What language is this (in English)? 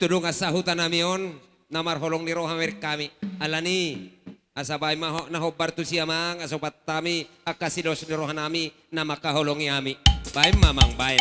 Batak Toba